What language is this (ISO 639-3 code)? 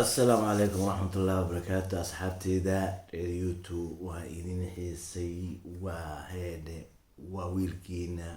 som